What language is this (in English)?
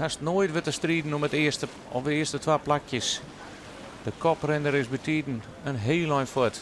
Western Frisian